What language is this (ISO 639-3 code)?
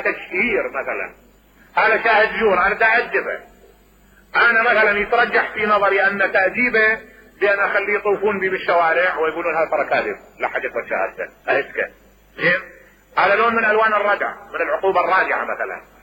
acm